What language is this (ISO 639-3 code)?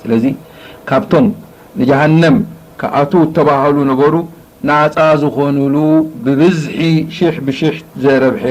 tir